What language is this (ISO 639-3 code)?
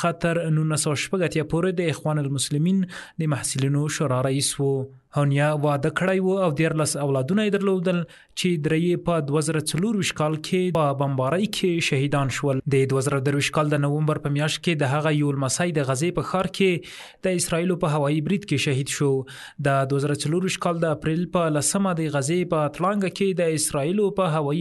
pus